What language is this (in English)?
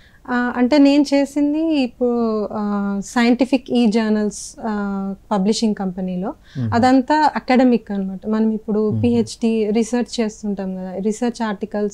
Telugu